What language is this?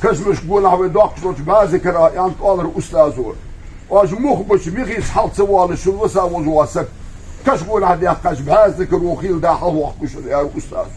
Ingush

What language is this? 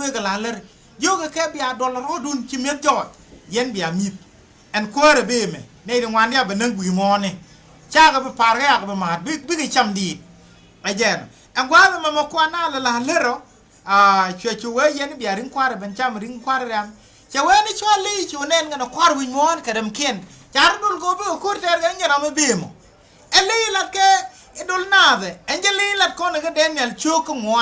Nuer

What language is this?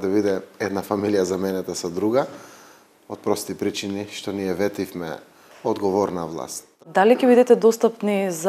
Macedonian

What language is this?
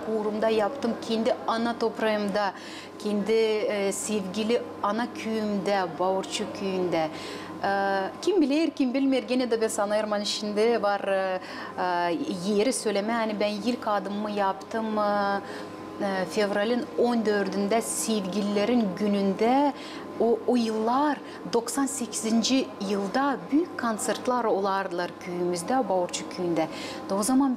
Gagauz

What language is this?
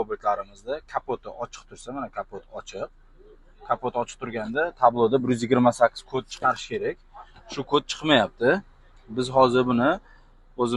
Uzbek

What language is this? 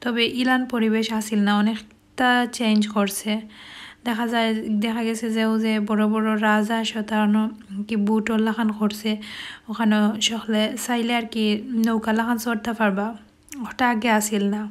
Sylheti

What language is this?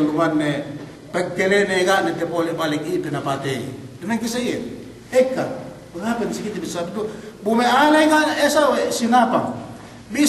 Yakan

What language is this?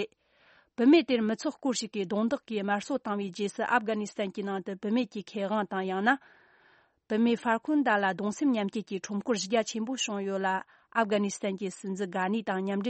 Tibetan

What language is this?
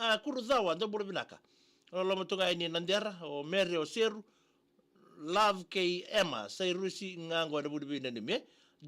Fijian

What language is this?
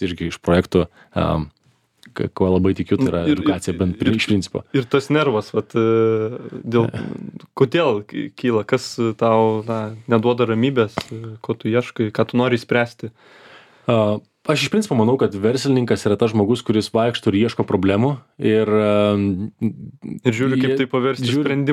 Lithuanian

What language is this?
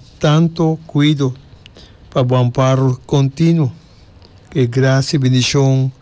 Papiamento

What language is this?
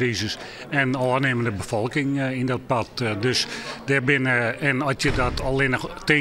Western Frisian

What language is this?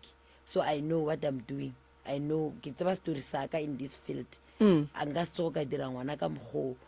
Northern Sotho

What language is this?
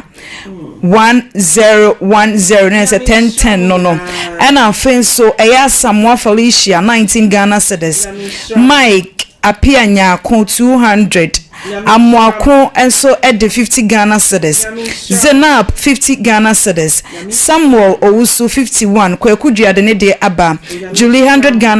Akan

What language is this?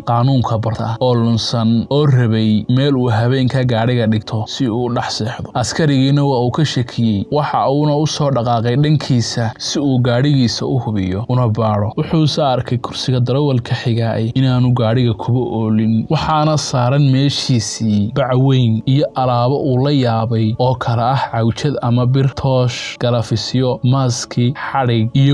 Somali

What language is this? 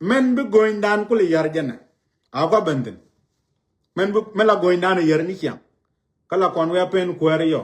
Nuer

